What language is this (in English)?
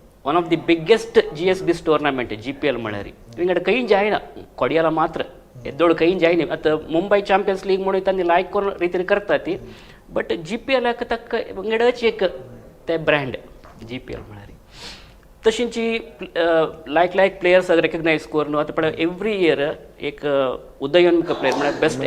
Konkani